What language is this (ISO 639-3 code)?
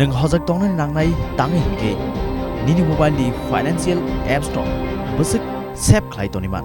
trp